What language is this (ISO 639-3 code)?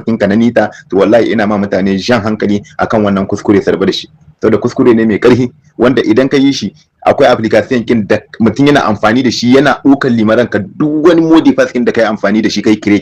hau